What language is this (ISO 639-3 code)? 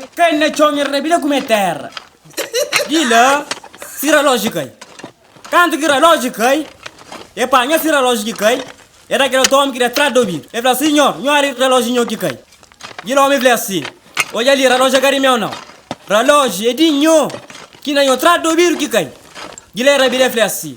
kea